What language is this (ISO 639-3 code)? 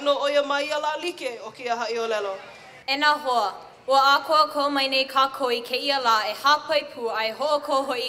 haw